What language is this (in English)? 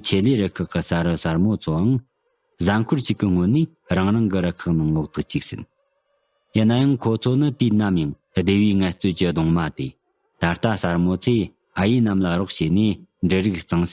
Tibetan